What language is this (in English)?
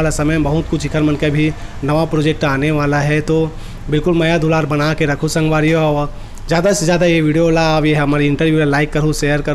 Chhattisgarhi